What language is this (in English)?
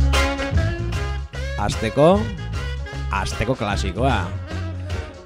Basque